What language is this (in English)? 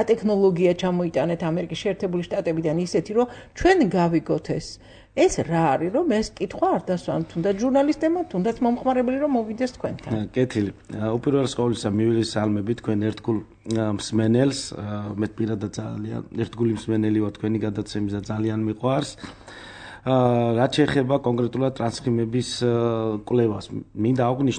Georgian